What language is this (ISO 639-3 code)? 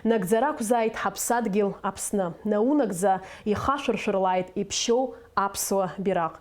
abk